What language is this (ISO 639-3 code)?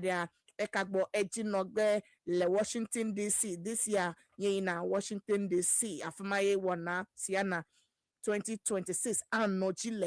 ewe